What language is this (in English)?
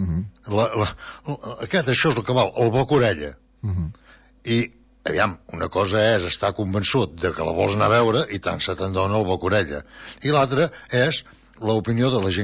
Catalan